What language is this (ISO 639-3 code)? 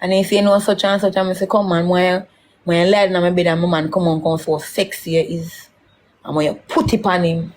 jam